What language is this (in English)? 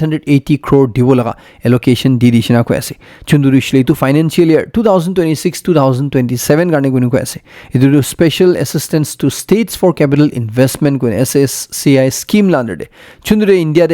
Naga Pidgin